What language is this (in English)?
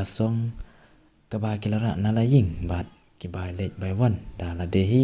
Khasi